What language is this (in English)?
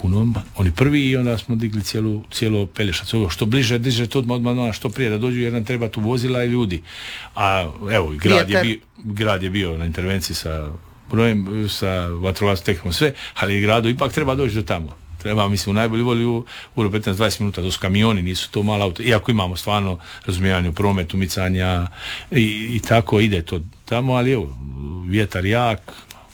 Croatian